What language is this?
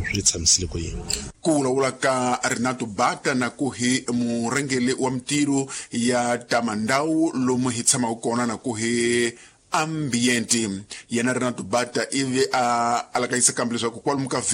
Tsonga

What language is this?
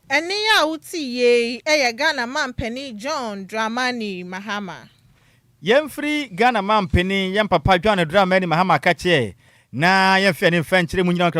Akan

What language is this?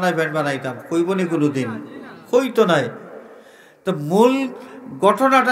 Sylheti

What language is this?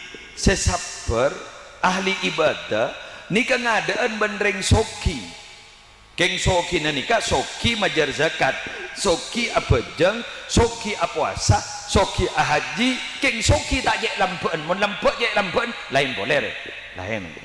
Madurese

